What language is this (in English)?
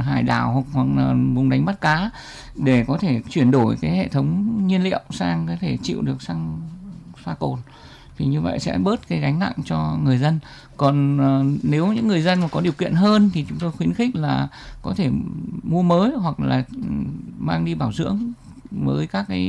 Vietnamese